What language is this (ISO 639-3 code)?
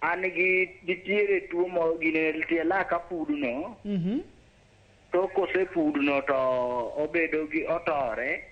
luo